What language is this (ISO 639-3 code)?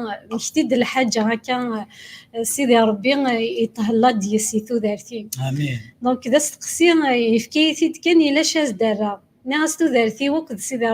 kab